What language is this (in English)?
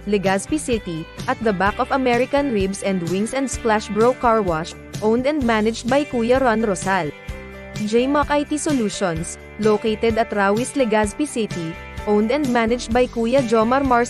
Bikol